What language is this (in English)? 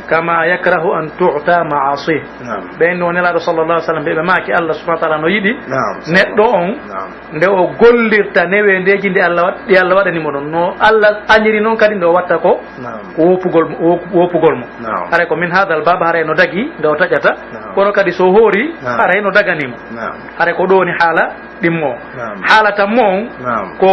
Pular